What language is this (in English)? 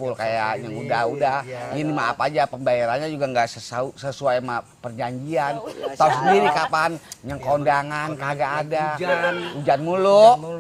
Betawi